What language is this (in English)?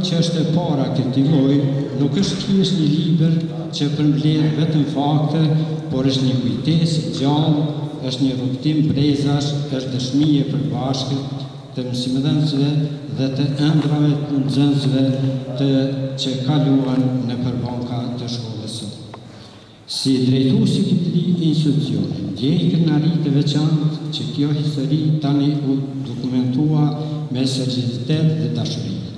Albanian